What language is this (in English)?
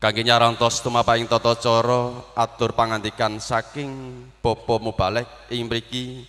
Javanese